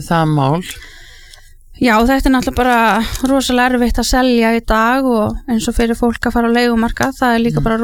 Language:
Icelandic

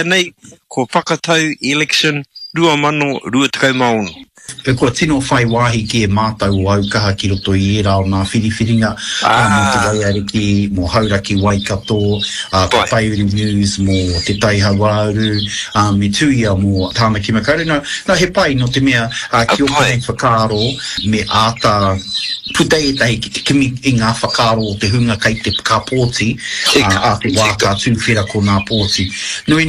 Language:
Māori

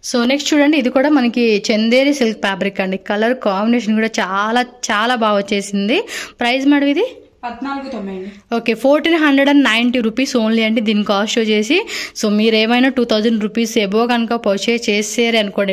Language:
Telugu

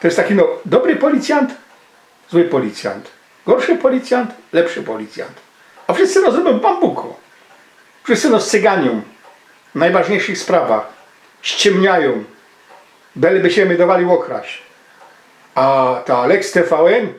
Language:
Silesian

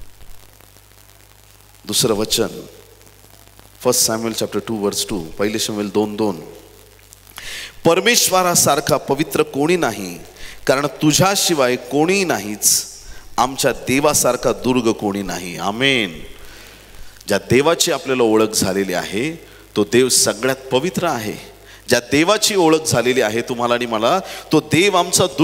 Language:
Marathi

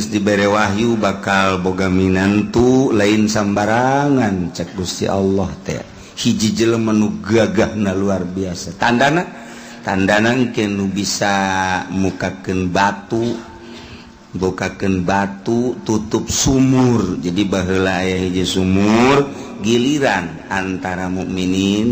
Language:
Sundanese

